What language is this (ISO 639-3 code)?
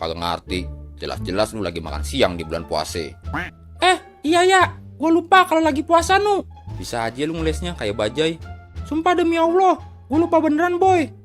bew